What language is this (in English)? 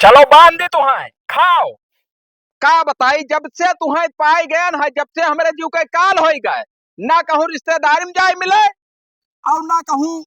Awadhi